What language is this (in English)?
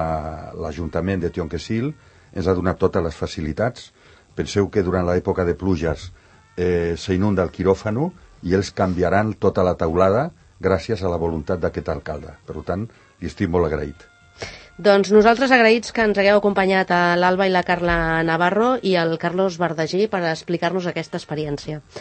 Catalan